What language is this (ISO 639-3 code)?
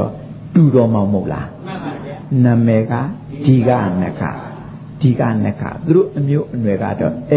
mya